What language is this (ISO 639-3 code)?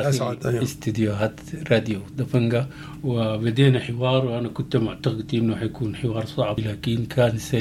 apd